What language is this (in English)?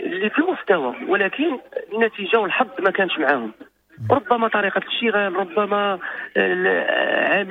Moroccan Arabic